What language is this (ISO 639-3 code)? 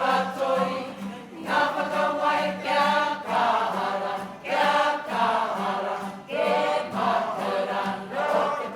mri